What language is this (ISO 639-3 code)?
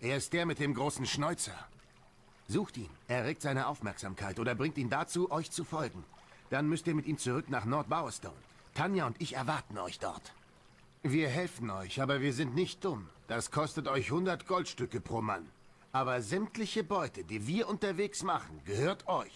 gsw